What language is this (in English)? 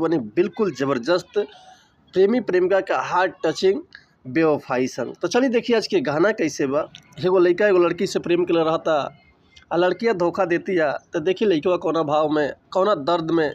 Bhojpuri